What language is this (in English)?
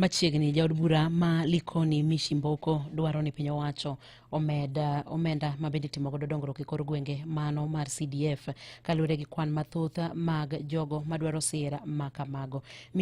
Luo (Kenya and Tanzania)